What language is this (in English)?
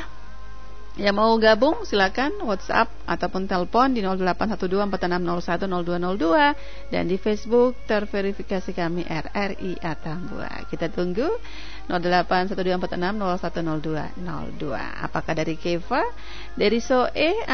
Indonesian